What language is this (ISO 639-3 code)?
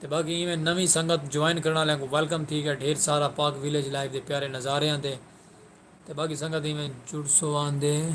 skr